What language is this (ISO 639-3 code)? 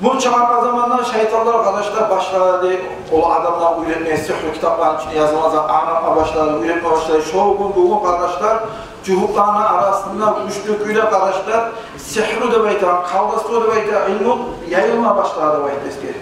kum